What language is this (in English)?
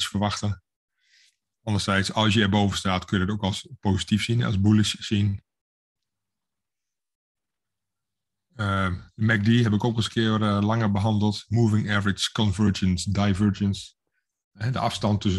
Dutch